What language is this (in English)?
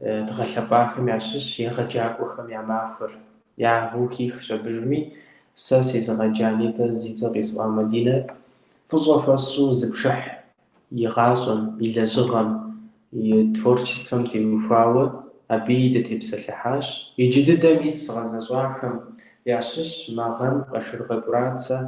Kabardian